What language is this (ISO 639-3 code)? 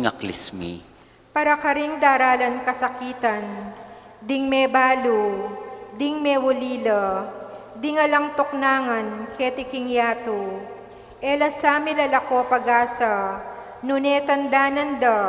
pam